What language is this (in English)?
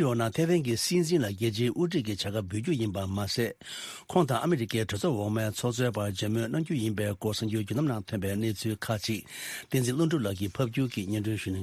Tibetan